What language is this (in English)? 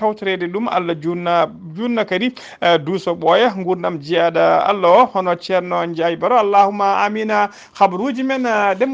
Fula